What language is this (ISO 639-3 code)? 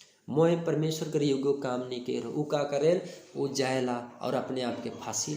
sck